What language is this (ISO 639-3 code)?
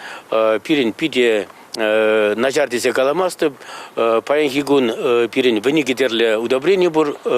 chv